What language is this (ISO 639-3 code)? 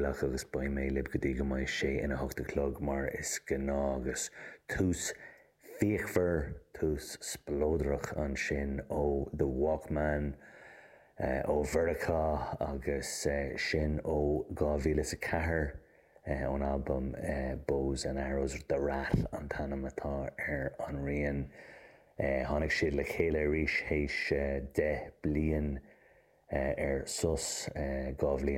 gle